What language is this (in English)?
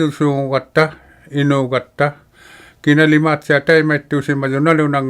Inuktitut